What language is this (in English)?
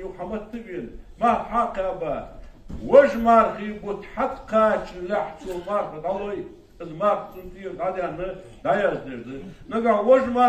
Ingush